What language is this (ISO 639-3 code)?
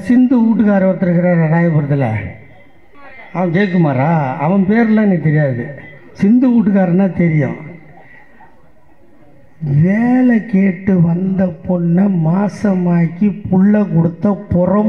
tam